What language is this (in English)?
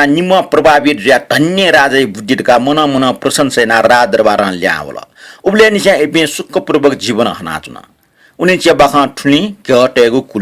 Newari